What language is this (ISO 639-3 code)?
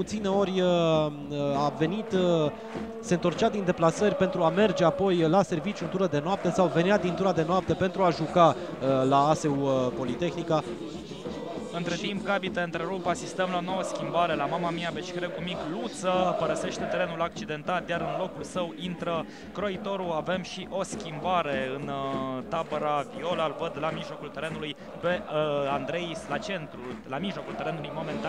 ron